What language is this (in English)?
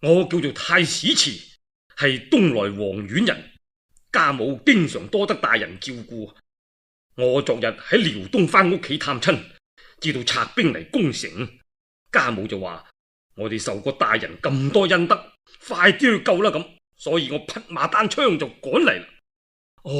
Cantonese